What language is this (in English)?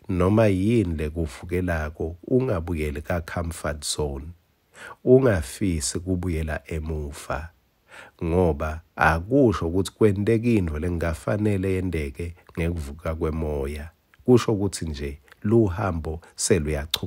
Swati